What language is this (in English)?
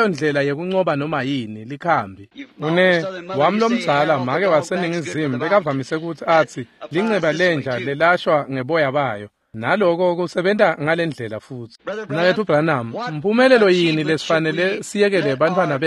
Swati